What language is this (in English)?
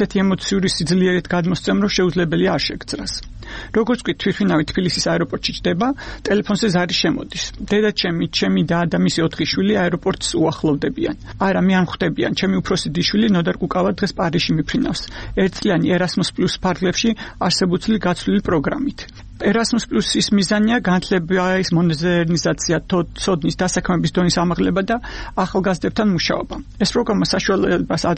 Georgian